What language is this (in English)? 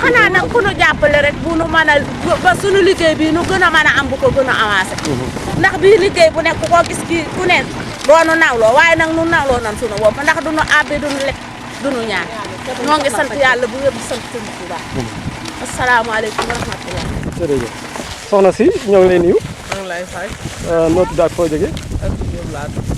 Wolof